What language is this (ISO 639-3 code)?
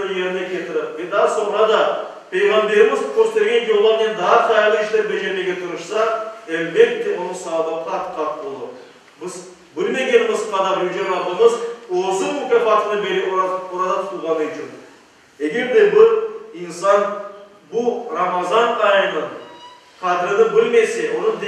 crh